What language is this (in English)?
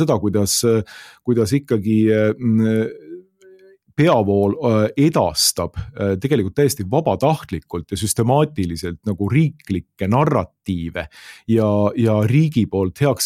Estonian